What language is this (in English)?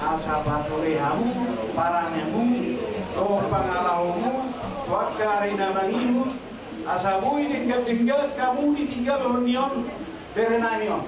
Batak Toba